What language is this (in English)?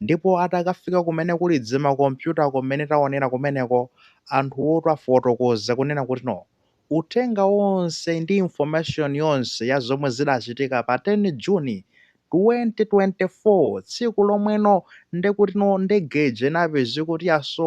Nyanja